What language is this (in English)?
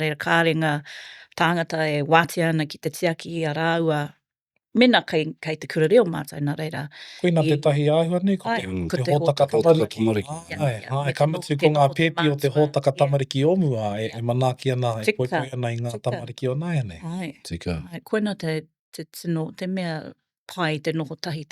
Māori